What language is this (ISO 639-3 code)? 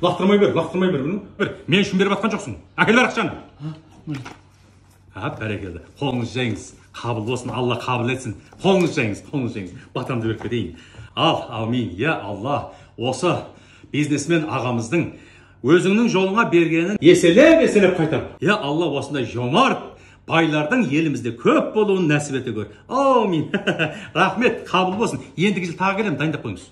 kaz